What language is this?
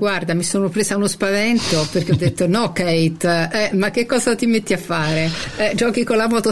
Italian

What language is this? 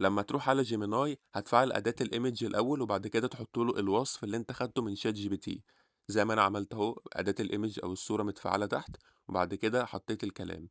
Egyptian Arabic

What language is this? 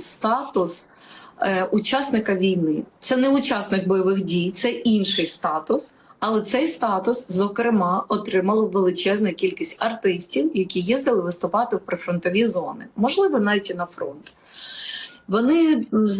Ukrainian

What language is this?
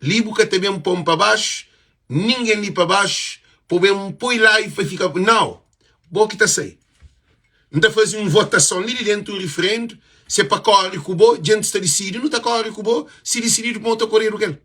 Kabuverdianu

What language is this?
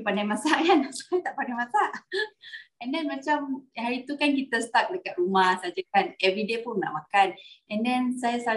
Malay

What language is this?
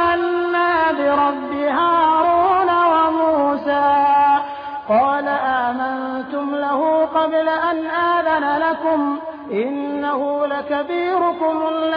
Arabic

